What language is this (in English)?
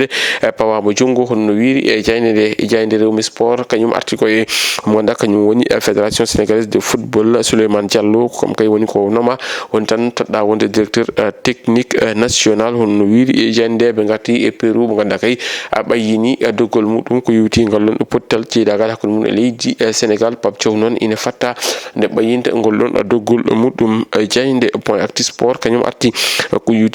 Fula